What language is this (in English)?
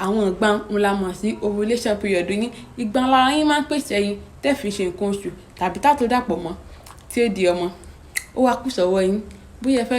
Yoruba